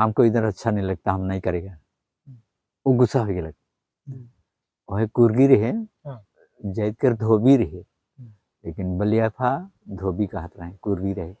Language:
Sadri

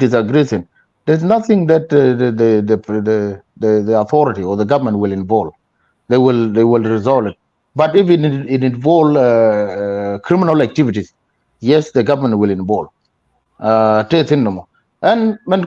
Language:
Nuer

